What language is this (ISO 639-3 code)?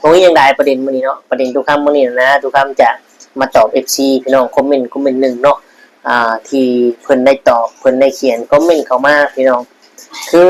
lao